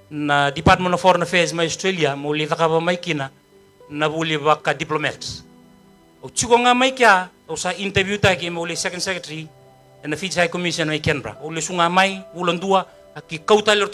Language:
Fijian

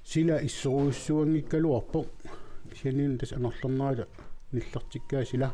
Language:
Kalaallisut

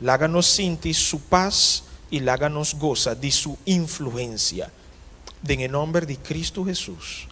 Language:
Papiamento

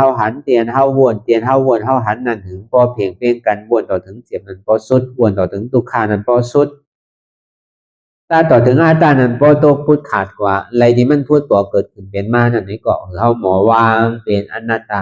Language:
Shan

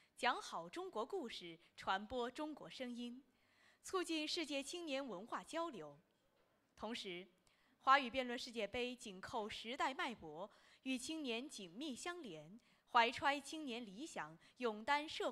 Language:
Chinese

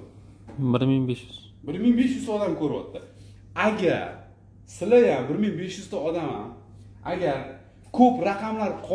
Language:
Uzbek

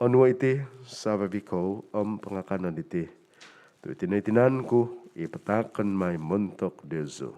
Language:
Central Dusun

